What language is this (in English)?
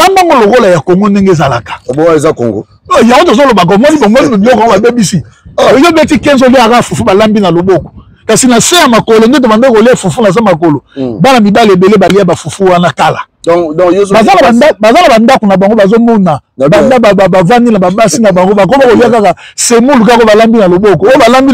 Lingala